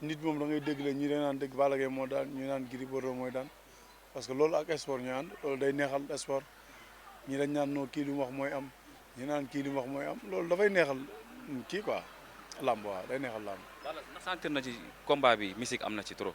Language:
Wolof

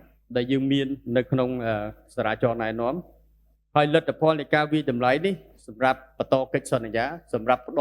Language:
Khmer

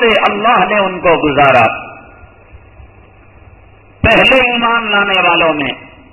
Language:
Urdu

